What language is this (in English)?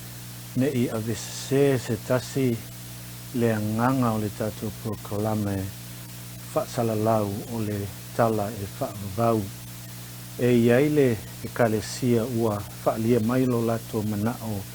Samoan